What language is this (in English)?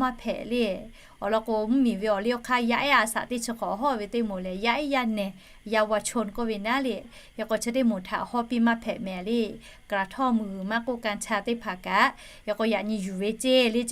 Lahu